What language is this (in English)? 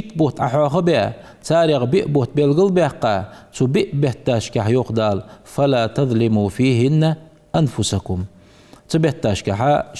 Ingush